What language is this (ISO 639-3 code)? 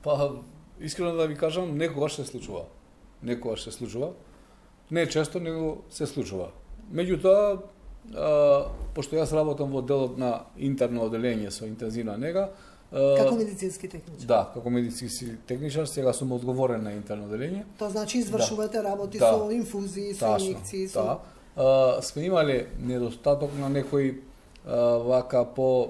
mkd